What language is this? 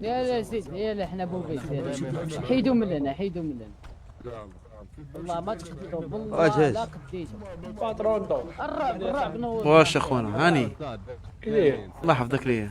Moroccan Arabic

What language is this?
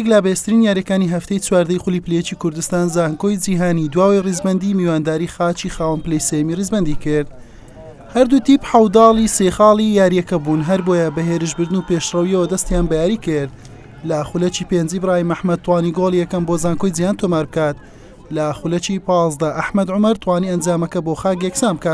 Central Kurdish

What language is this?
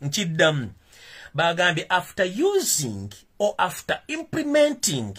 Ganda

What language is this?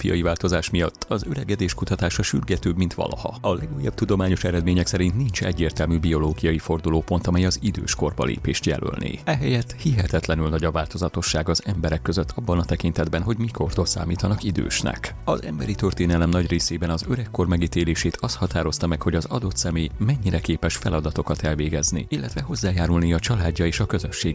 Hungarian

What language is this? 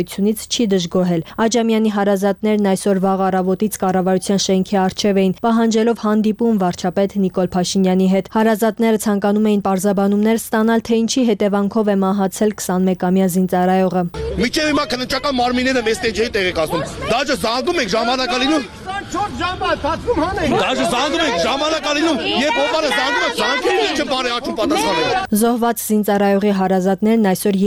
Armenian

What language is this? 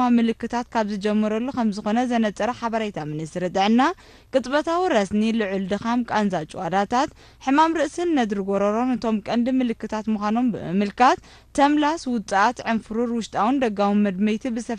Tigrinya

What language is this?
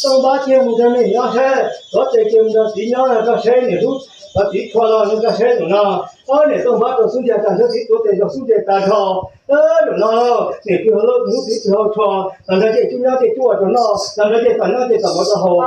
Hmong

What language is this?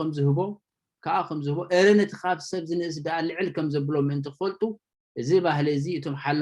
Tigrinya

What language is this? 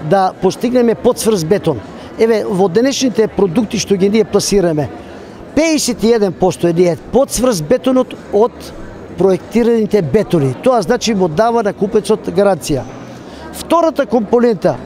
Macedonian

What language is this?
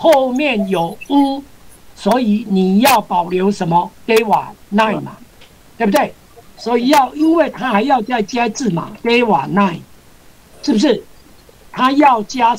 Chinese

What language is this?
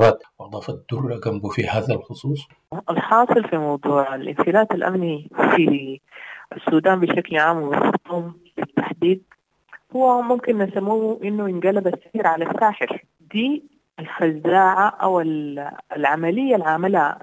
Sudanese Arabic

